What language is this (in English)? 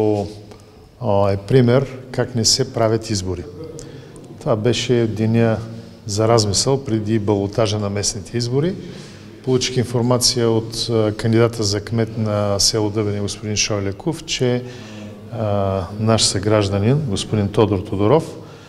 Bulgarian